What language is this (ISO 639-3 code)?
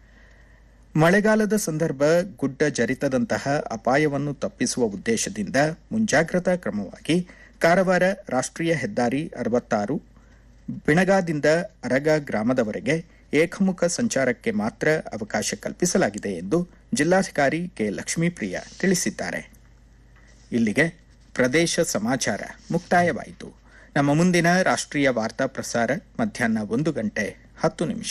kan